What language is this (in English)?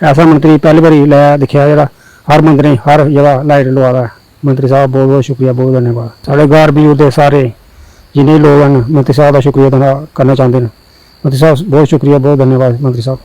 Dogri